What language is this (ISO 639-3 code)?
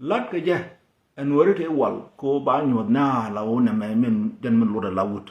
nus